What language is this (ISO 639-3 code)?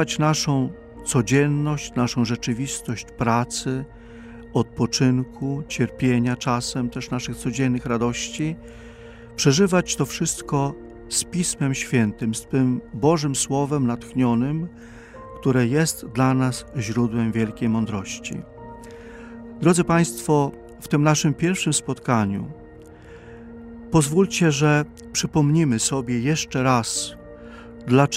pol